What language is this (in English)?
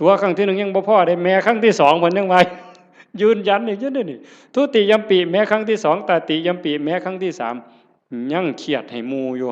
Northeastern Thai